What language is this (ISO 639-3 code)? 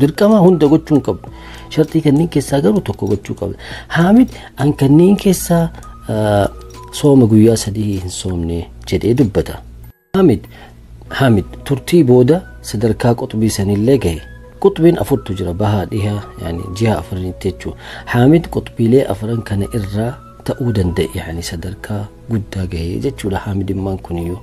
orm